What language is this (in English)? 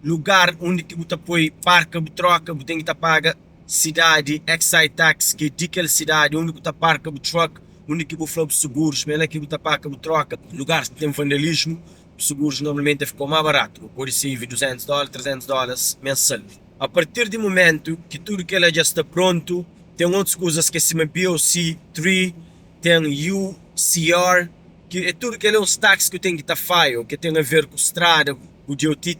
Kabuverdianu